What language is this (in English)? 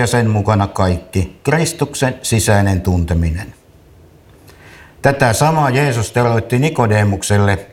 Finnish